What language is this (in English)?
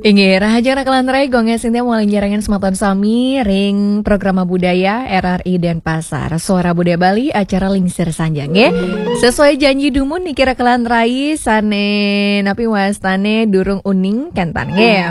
Balinese